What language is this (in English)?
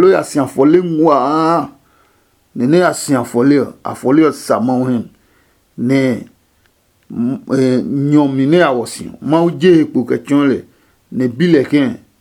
Adangme